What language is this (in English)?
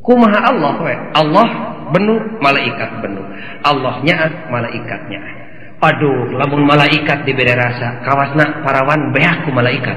Sundanese